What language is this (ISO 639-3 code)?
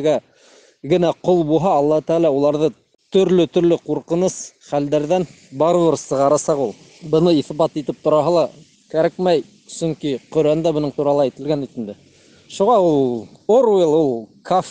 bak